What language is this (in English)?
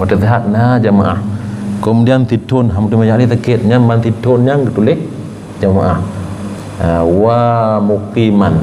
Achinese